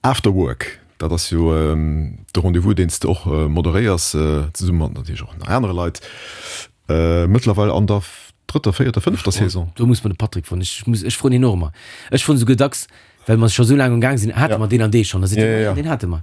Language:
Luxembourgish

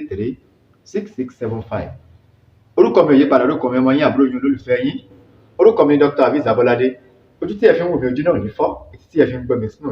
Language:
Yoruba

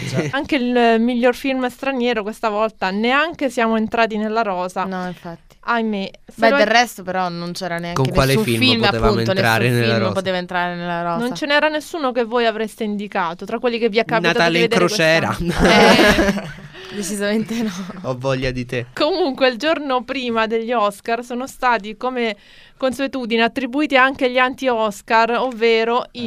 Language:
Italian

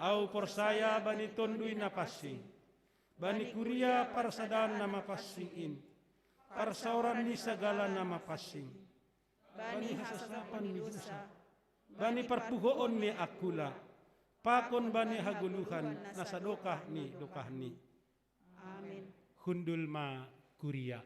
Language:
Batak Simalungun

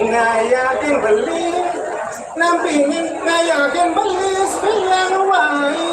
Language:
Balinese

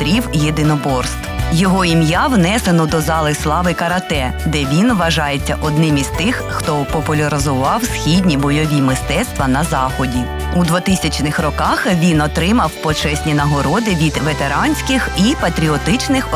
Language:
Ukrainian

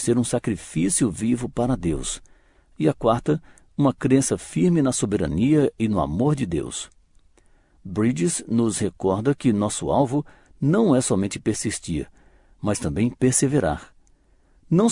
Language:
Portuguese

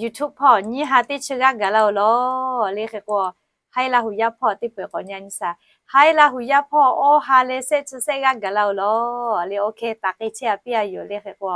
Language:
Lahu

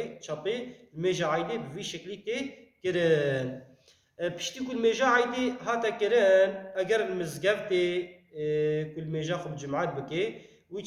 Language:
Kurdish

